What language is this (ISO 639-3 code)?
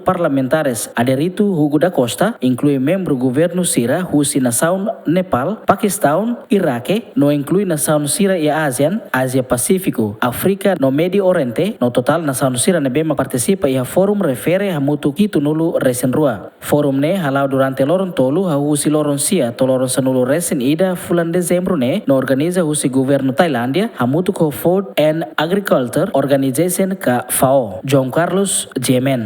tet